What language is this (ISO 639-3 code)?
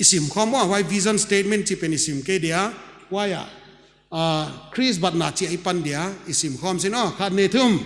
pck